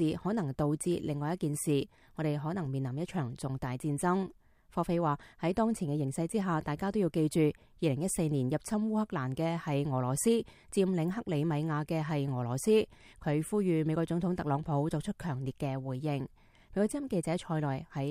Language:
Cantonese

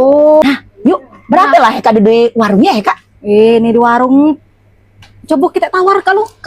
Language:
Musi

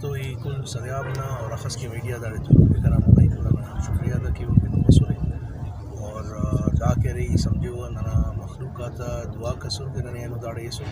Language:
Brahui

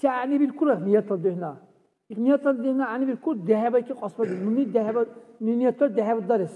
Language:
Dargwa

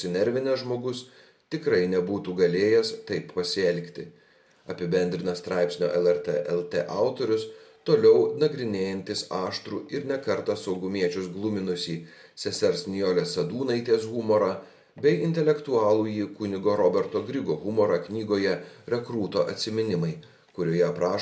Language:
Lithuanian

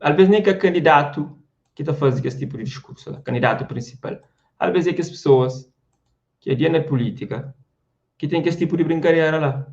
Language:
Kabuverdianu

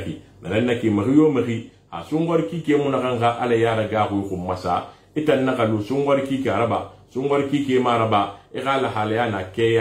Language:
Susu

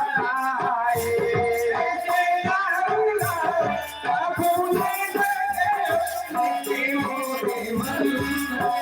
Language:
Chhattisgarhi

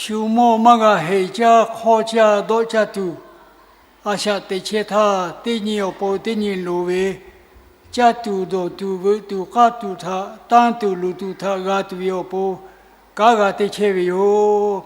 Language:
Lahu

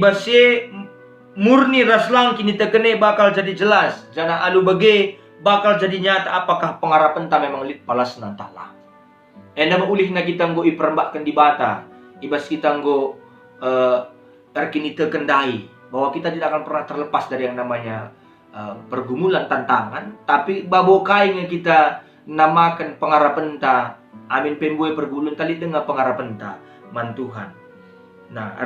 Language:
Batak Karo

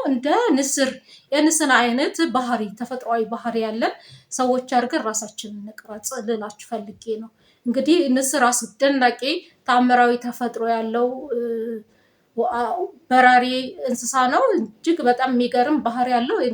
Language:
Amharic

